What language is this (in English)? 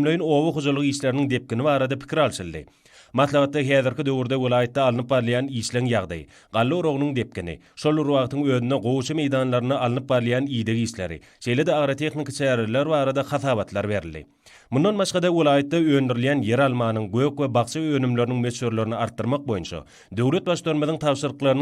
Turkmen